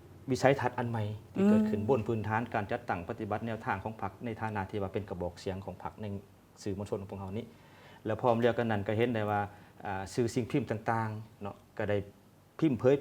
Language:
Lao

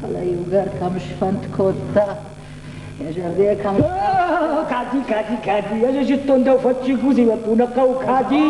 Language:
Ossetic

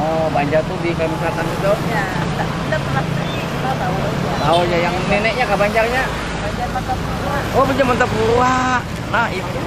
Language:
Banjar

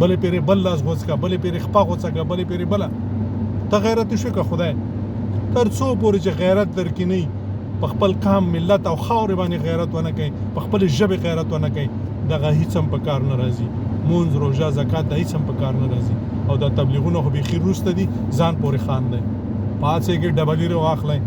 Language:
Pashto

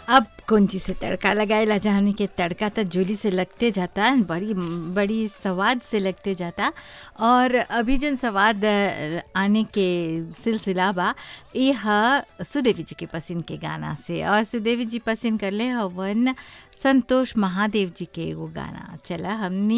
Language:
Bhojpuri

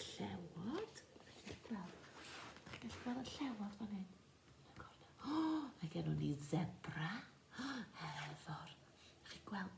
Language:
Welsh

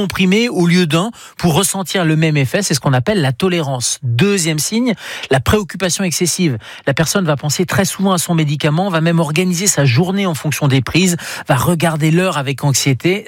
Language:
French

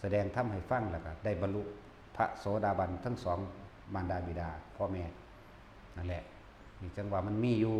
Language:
Northeastern Thai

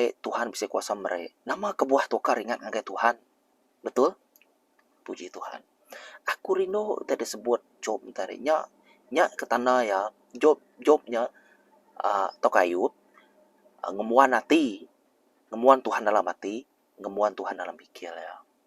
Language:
Iban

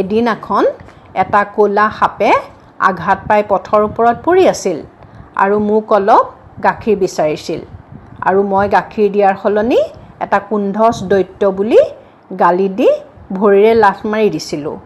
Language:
Assamese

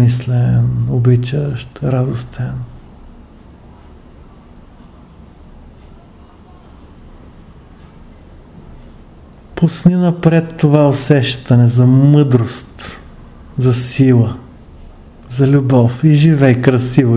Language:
Bulgarian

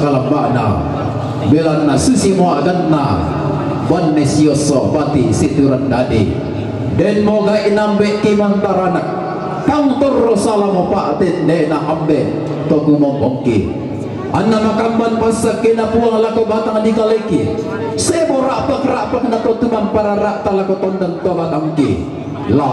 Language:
Toraja-Sa'dan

